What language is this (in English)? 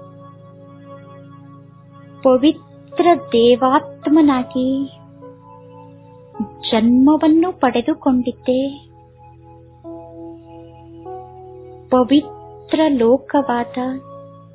Kannada